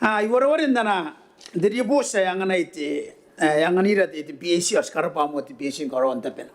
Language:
Gilbertese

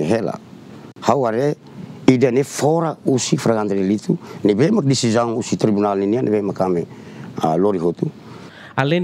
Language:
Tetum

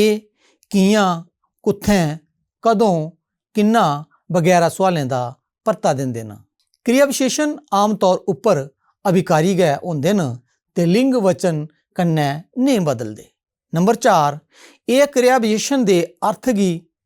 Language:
Dogri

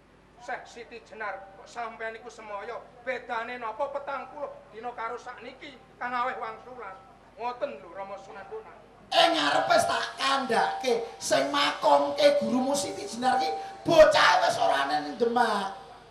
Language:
Javanese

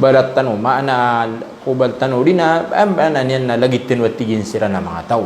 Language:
Maranao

